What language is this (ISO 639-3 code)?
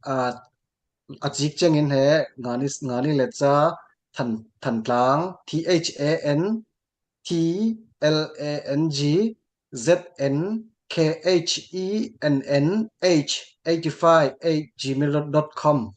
cfm